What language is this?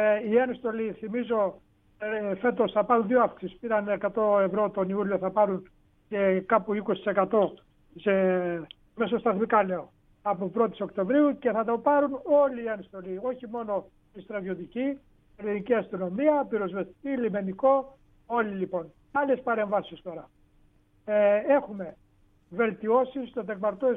Greek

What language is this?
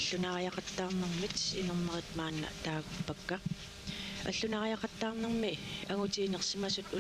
Kalaallisut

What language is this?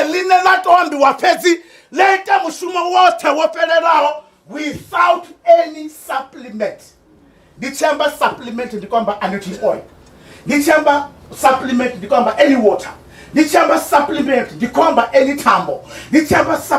Venda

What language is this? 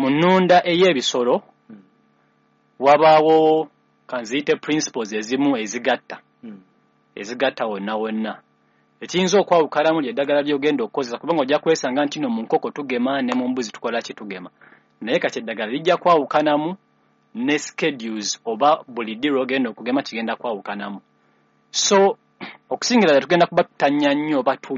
Ganda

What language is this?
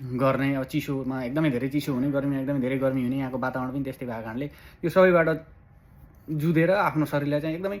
Nepali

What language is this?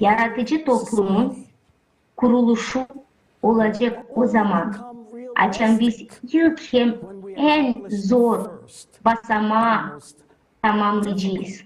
Gagauz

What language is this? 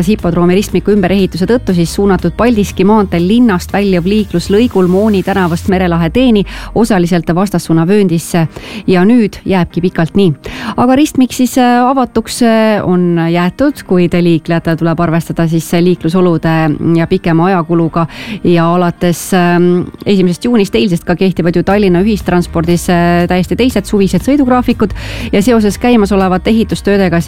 Estonian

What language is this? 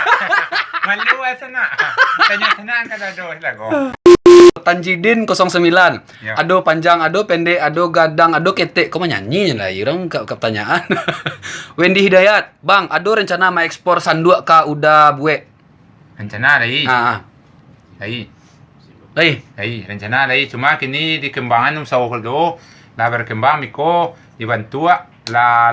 Minangkabau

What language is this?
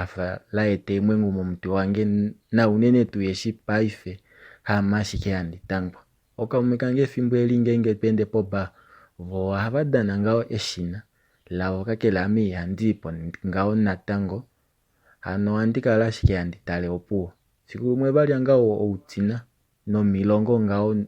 Kuanyama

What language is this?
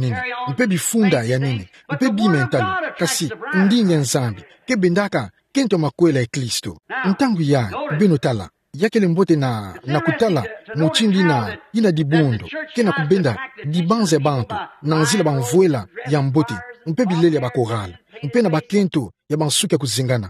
Kituba (Democratic Republic of Congo)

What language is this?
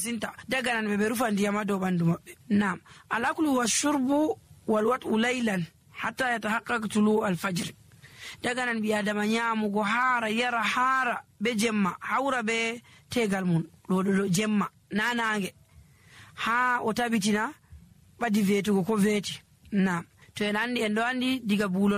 Nigerian Fulfulde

